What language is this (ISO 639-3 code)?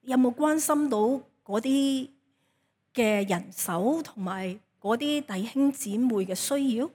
yue